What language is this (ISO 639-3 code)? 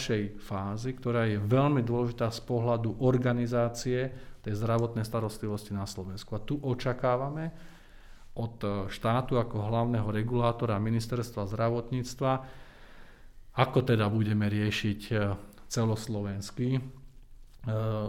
slk